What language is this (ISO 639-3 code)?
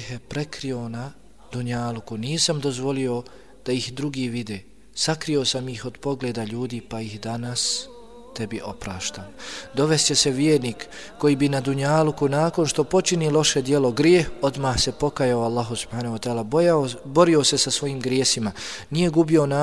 bos